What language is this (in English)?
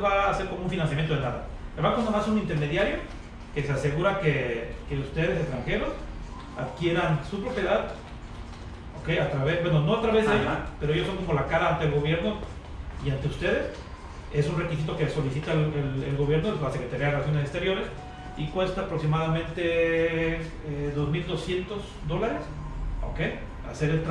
Spanish